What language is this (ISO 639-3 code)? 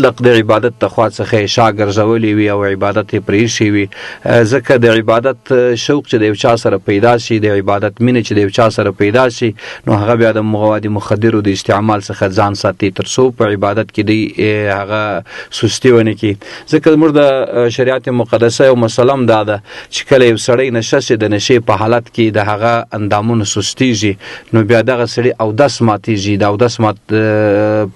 pus